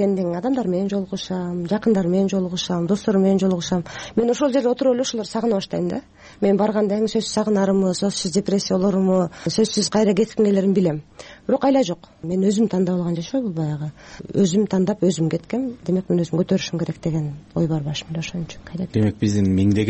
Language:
Kyrgyz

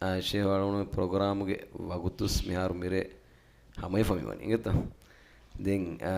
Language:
Divehi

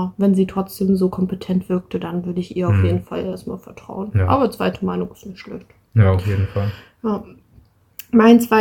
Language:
German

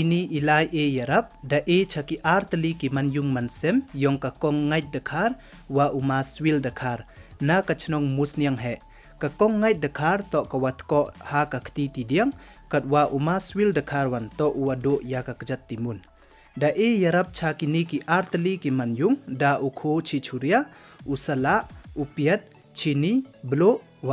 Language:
Pnar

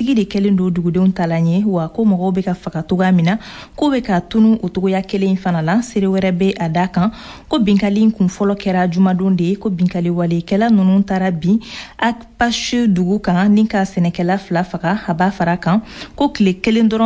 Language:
Bambara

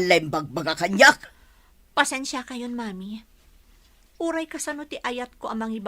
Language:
Iloko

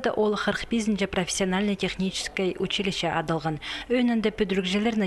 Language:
Khakas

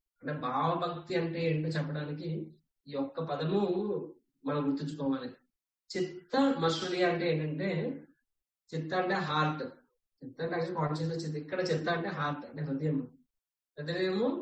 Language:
Telugu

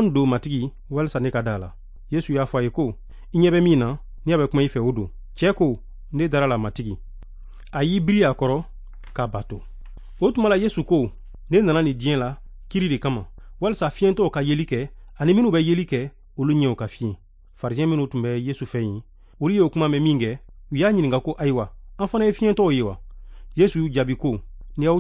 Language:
Bambara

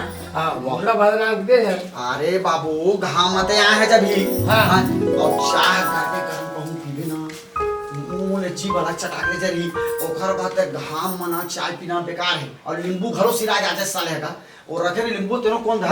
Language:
Chhattisgarhi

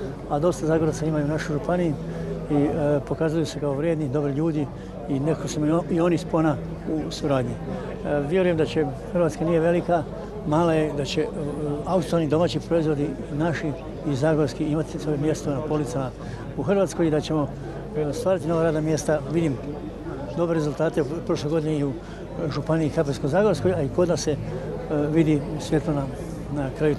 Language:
Croatian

